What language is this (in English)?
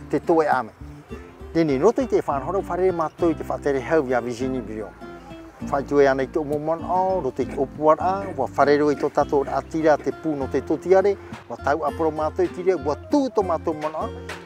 Tahitian